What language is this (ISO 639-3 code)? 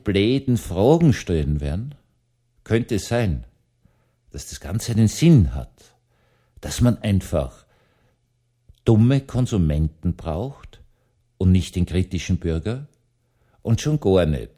deu